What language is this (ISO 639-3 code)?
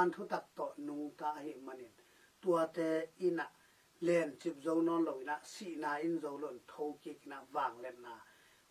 ctd